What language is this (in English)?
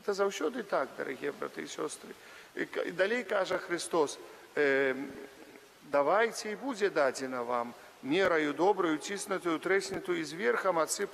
Belarusian